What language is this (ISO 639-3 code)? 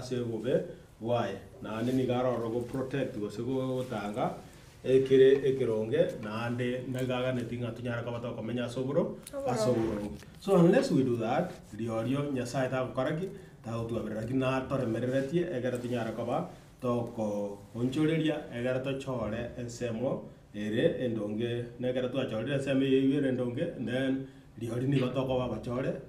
guz